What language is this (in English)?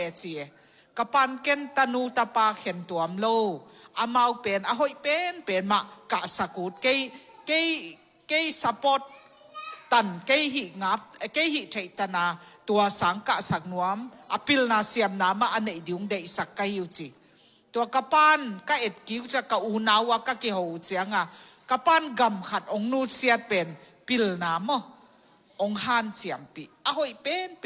Tedim Chin